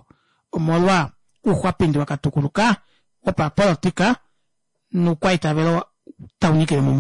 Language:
Kuanyama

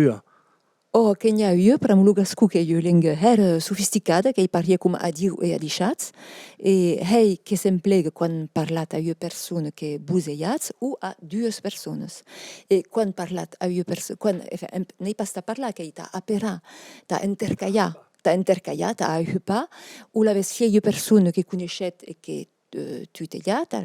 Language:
Occitan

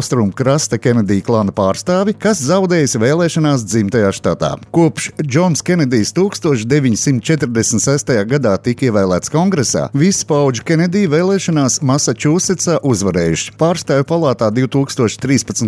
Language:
Latvian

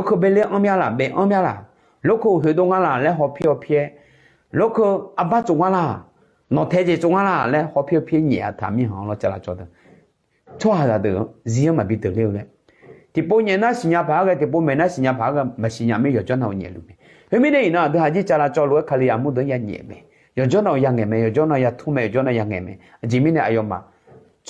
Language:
Akha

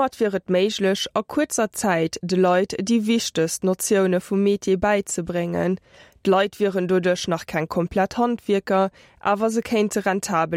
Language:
Luxembourgish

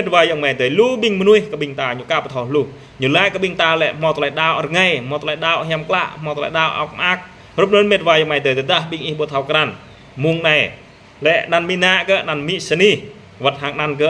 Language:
Jarai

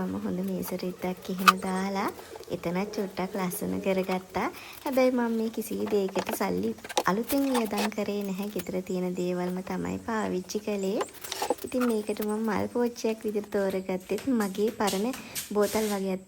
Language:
Sinhala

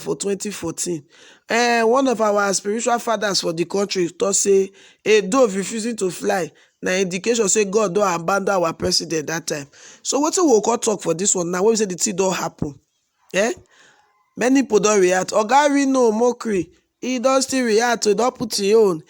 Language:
Nigerian Pidgin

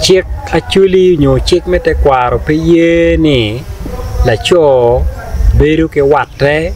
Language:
Acoli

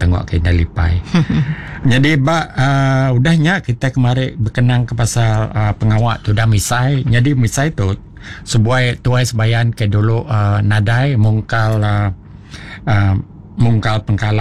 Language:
Iban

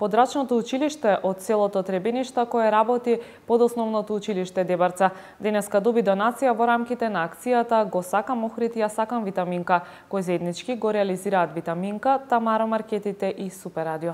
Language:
Macedonian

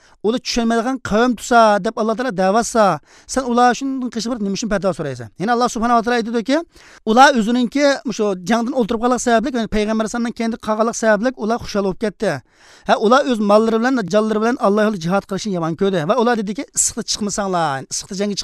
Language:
Uyghur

